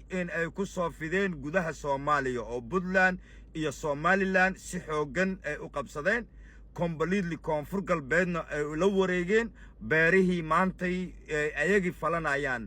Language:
Somali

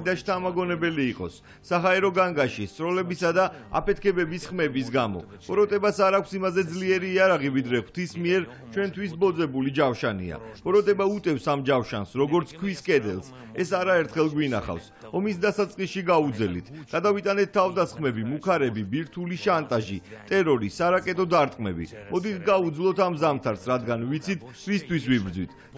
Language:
Georgian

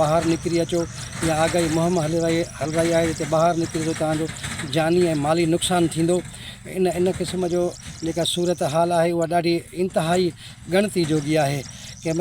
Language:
Sindhi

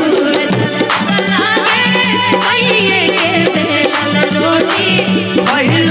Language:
Bhojpuri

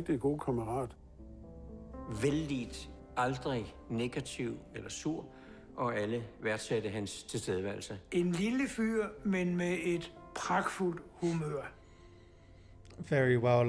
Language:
Danish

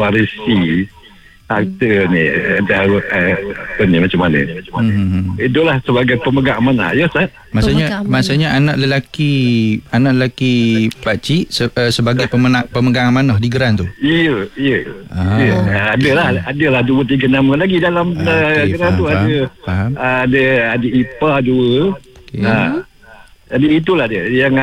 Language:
Malay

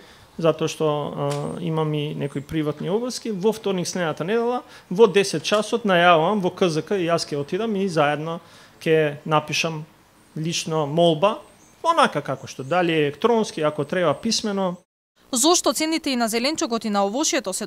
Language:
Macedonian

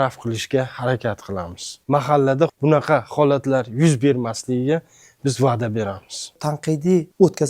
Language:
Uzbek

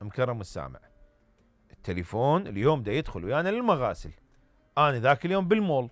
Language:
Mesopotamian Arabic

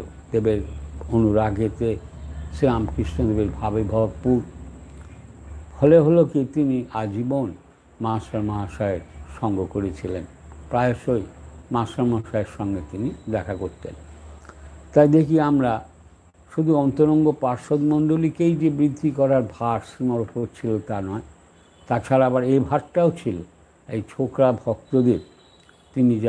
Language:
Bangla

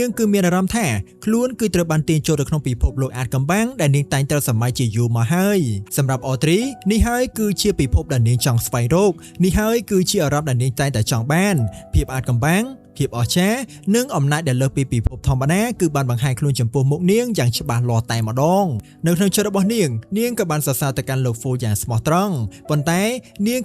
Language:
Khmer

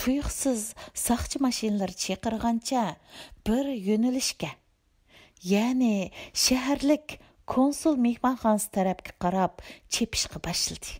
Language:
Uyghur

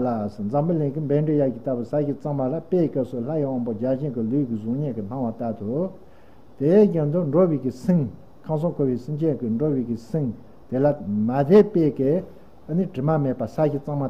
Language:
Tibetan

